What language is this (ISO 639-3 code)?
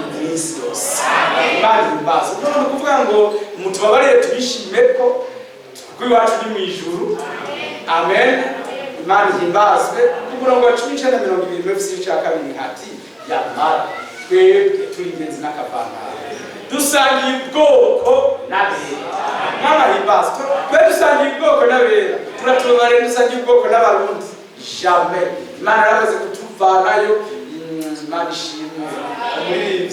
run